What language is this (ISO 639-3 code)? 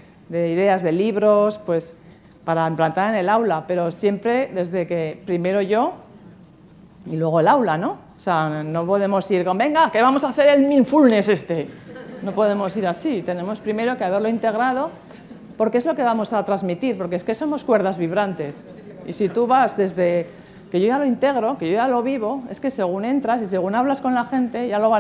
spa